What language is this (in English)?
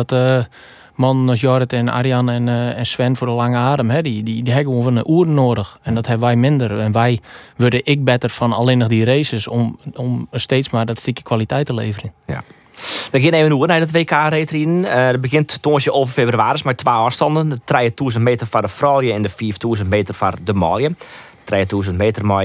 Western Frisian